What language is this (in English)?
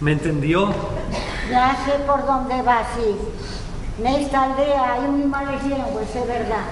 Asturian